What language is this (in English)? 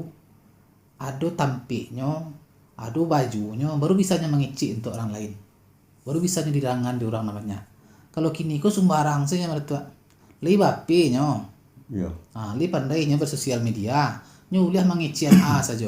Minangkabau